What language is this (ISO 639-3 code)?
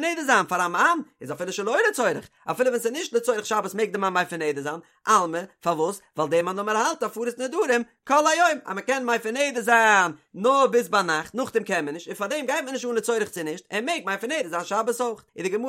yid